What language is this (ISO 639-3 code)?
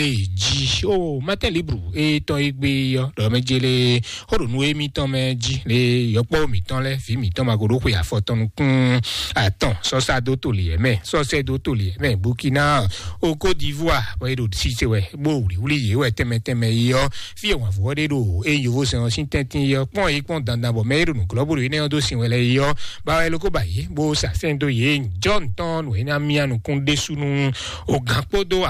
fon